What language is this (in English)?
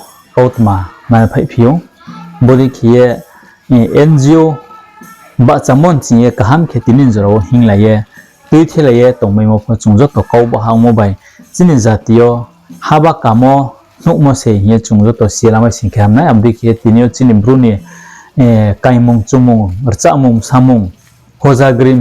Riang (India)